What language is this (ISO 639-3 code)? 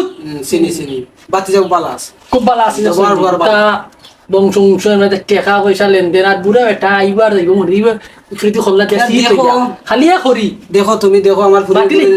syl